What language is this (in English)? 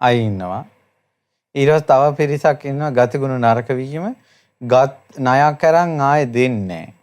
Sinhala